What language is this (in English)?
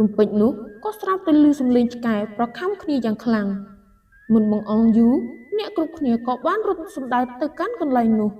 Khmer